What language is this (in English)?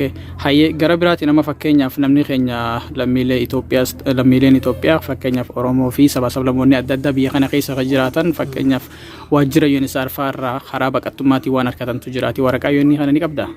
Oromo